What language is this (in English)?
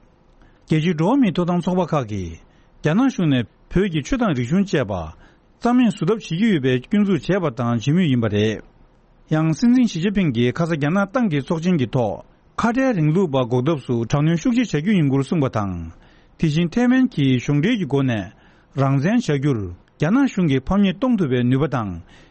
Tibetan